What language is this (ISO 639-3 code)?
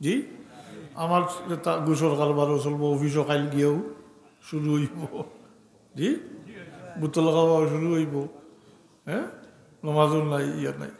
syl